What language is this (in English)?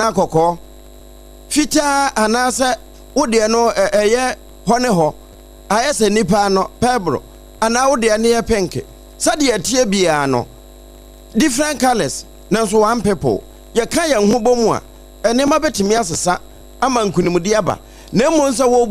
Akan